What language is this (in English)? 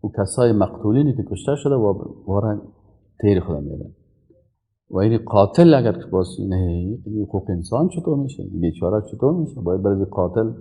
Persian